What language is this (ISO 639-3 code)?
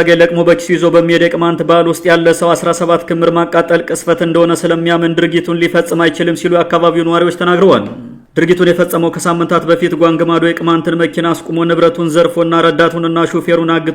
amh